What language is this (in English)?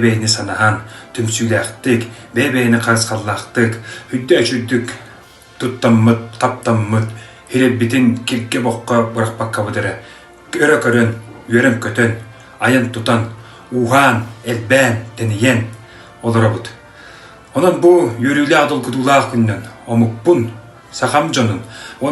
Yakut